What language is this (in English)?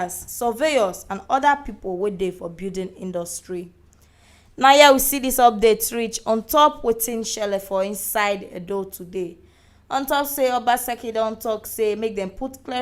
Nigerian Pidgin